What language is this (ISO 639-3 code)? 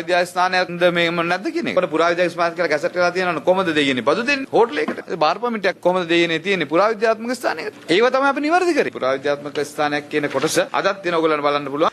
sin